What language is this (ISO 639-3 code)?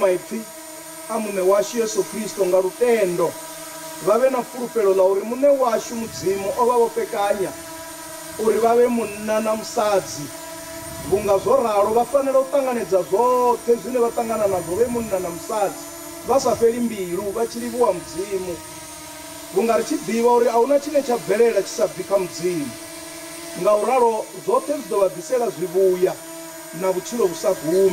ven